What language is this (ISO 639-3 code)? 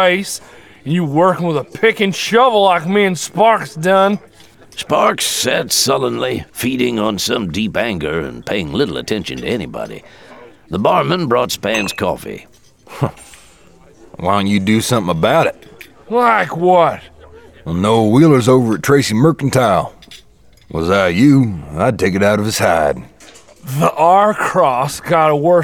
eng